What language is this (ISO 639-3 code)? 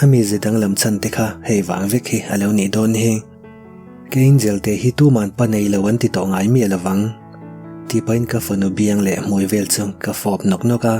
lus